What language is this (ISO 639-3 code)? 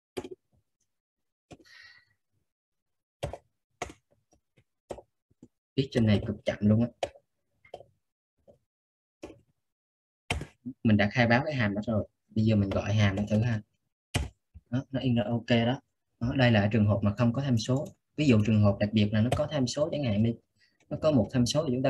vie